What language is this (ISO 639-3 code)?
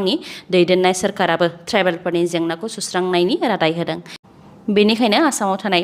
brx